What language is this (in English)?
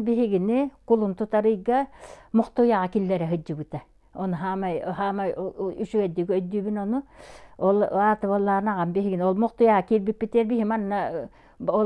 Yakut